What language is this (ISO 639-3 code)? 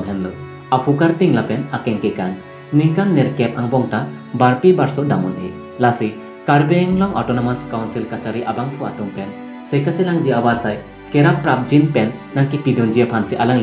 mjw